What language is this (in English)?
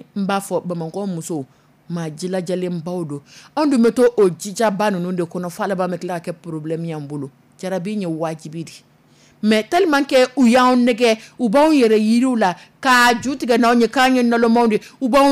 Dyula